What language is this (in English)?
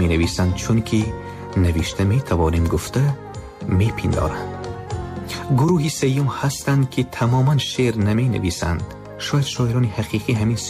Tajik